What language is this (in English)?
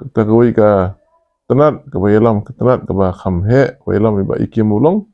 Khasi